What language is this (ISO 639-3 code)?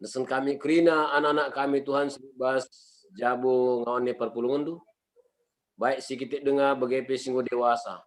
btx